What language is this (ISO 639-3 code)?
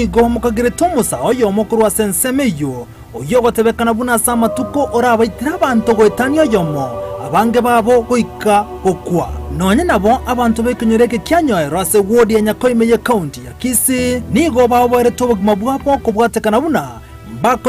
guz